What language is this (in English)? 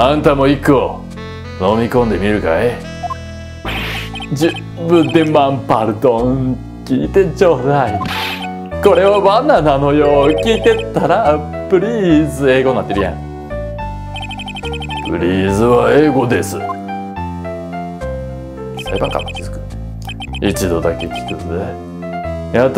Japanese